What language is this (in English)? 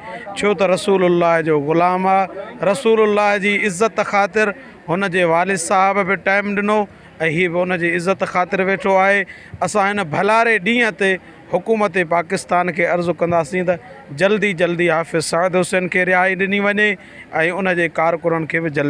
Sindhi